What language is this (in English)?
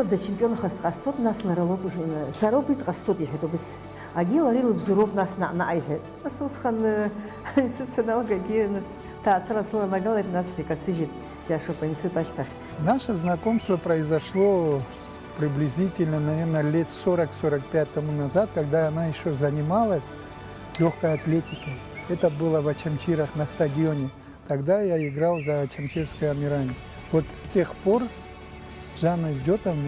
Abkhazian